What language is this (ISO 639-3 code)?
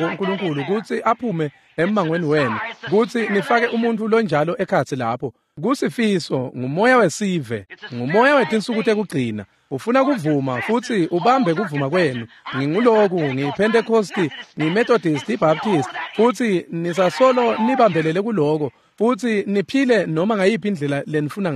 ssw